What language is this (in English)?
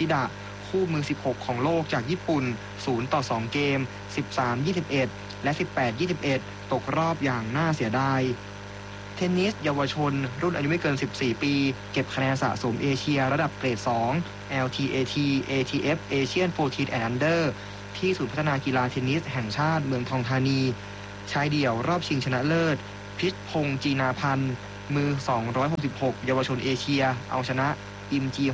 Thai